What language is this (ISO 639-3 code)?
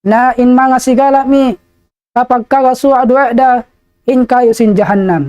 tsg